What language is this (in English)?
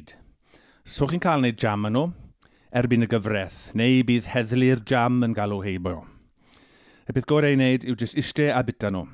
Welsh